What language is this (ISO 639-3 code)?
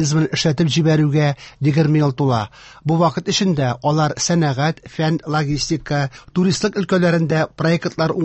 tat